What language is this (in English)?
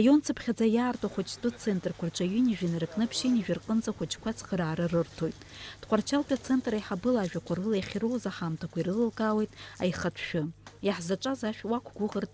Abkhazian